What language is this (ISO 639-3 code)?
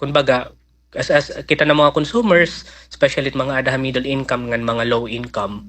war